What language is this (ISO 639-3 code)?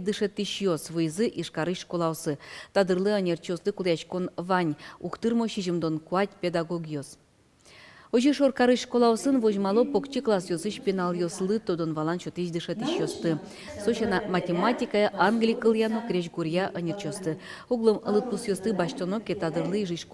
udm